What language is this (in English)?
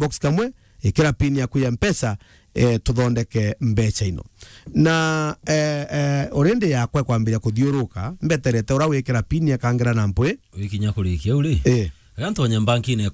Meru